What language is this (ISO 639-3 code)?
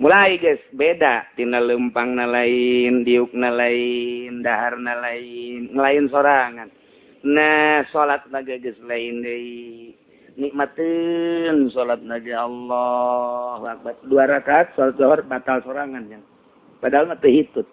sun